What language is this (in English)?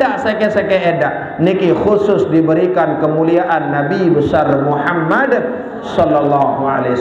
Sasak